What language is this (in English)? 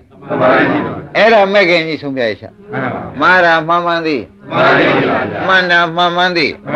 Burmese